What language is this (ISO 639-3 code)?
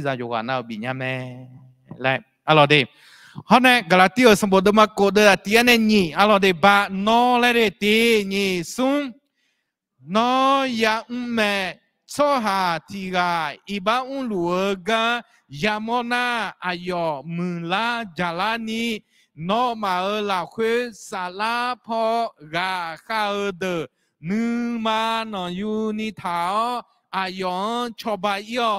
ahk